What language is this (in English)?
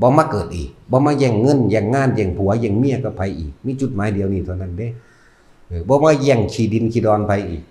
Northeastern Thai